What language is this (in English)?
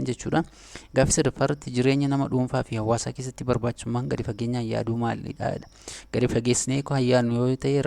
Oromo